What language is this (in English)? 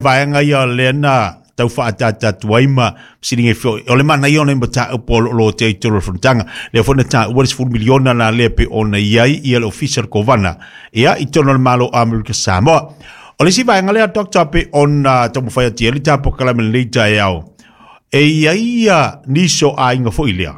Samoan